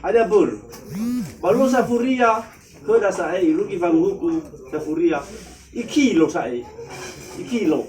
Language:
Nias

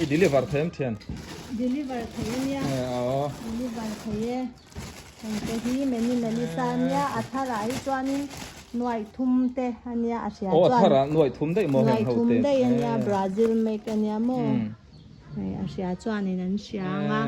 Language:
Mizo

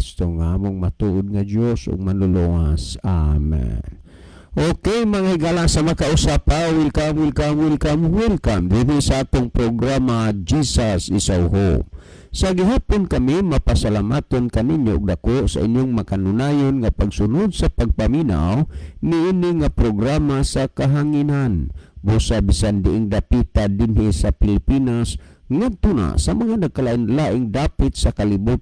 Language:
Cebuano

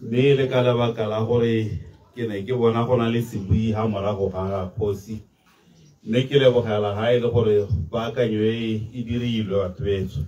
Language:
Tswana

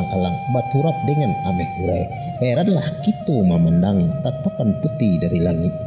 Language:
Minangkabau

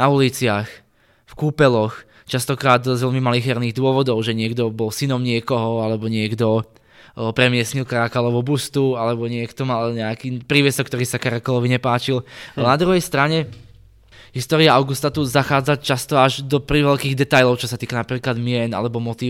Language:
Slovak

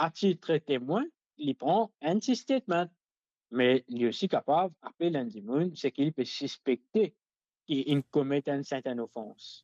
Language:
Morisyen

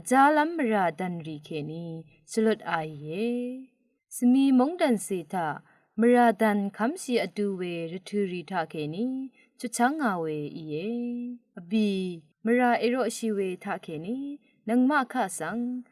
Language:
Rawang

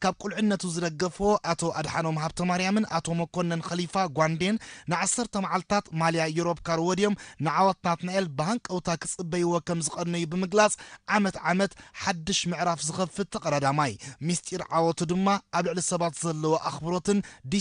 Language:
Tigrinya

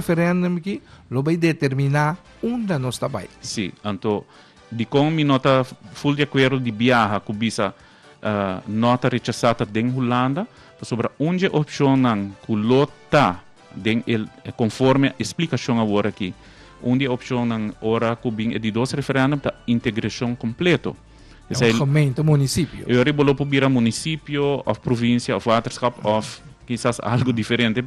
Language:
Papiamento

